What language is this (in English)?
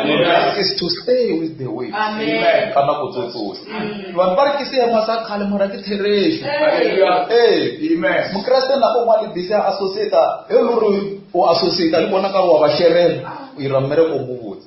Northern Sotho